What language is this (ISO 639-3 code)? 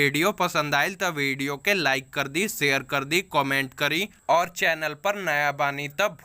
bho